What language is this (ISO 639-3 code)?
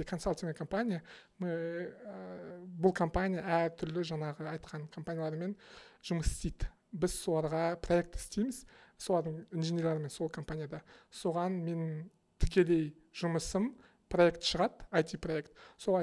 kaz